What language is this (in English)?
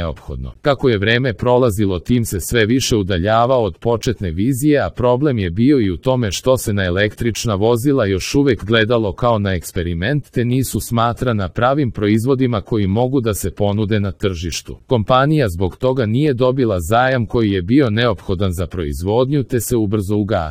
Serbian